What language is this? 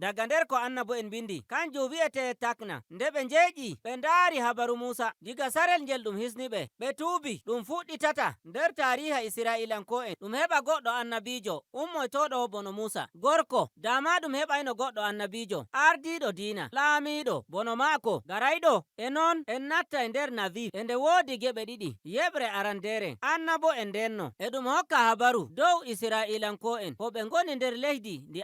Nigerian Fulfulde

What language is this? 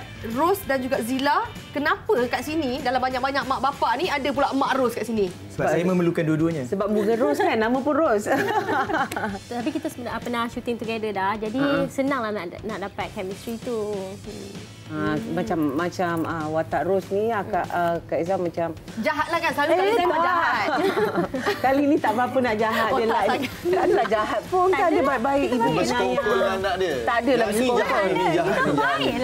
Malay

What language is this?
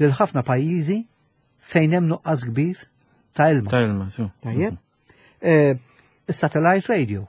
Maltese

